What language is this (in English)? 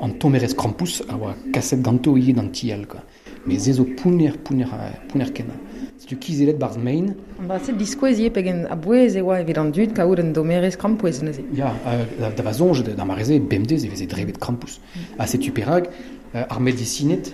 Breton